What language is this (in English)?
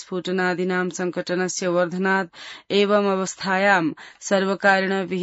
Sanskrit